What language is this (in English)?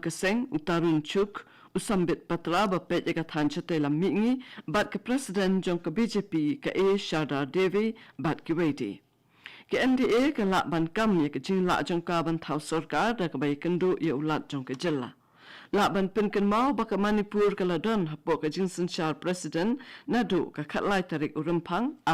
Khasi